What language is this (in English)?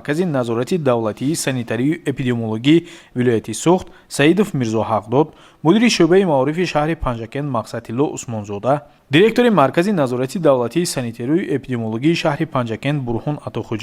Tajik